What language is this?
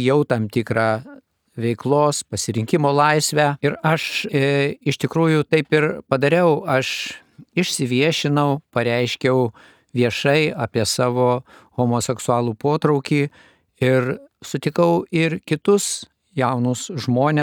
Lithuanian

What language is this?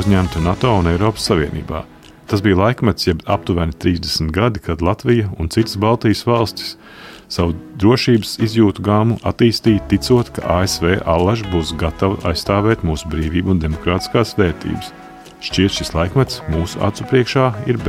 Latvian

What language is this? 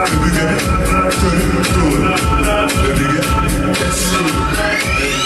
Yakut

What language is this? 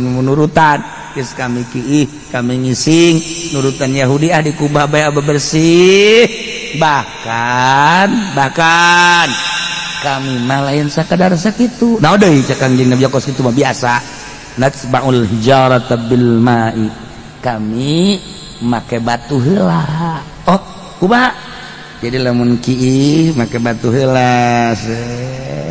Sundanese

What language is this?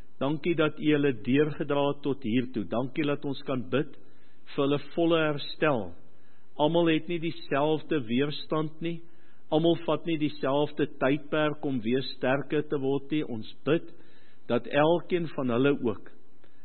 Afrikaans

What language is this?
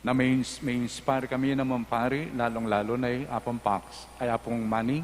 Pampanga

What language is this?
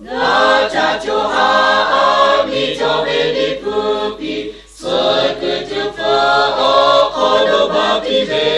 Lahu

